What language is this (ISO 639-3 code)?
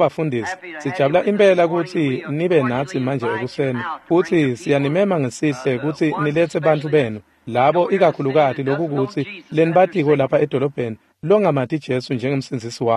ssw